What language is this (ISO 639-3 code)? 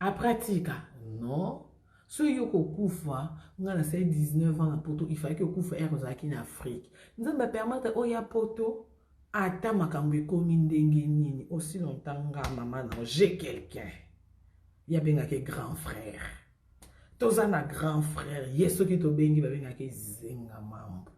lin